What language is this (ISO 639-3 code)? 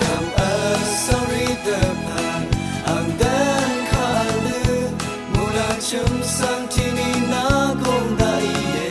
raw